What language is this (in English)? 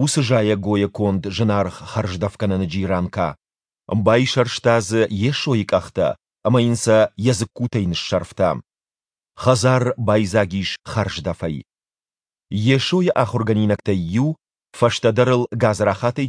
Ossetic